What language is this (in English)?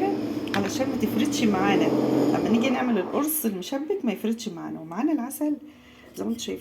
Egyptian Arabic